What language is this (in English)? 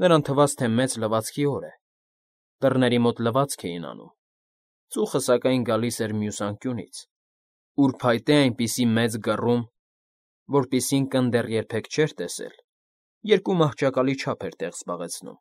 Armenian